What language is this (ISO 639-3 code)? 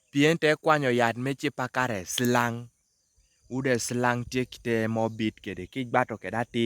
kdi